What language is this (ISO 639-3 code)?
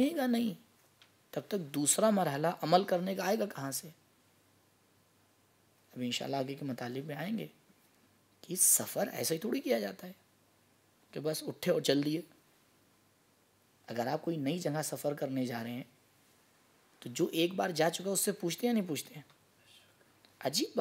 urd